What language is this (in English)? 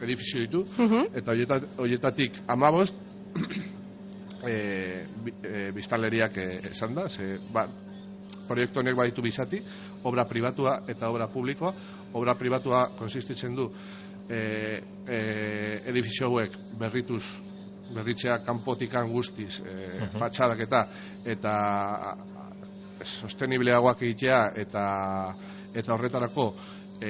Basque